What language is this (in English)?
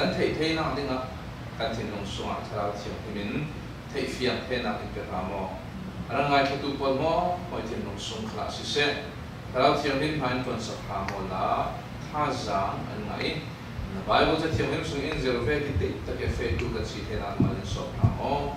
Falam Chin